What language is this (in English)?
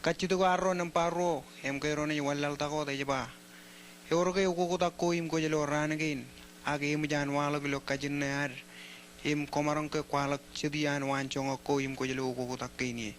Marshallese